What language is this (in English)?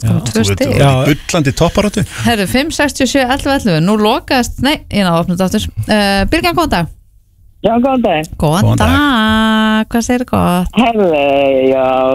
Icelandic